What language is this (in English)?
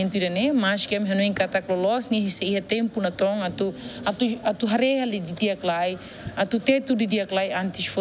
Tetum